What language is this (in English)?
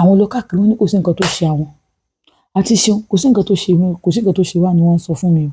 Yoruba